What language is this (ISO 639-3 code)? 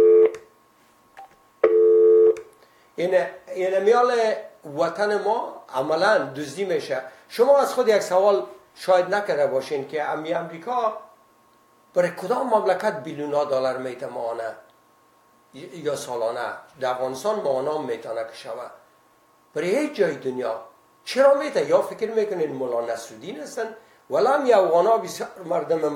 fas